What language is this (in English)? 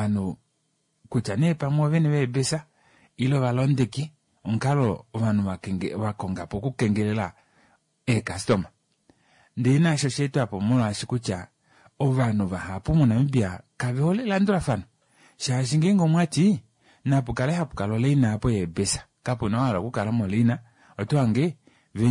Kuanyama